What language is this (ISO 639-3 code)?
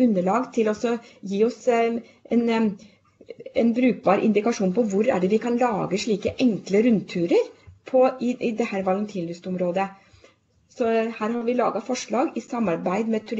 nor